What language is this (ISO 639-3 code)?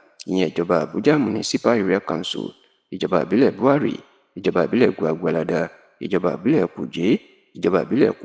yor